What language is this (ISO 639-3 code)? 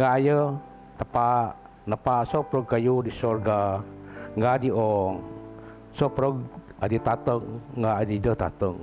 bth